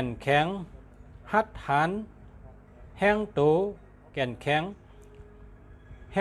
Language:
Shan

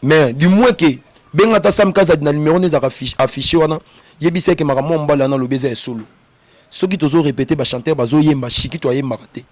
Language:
Lingala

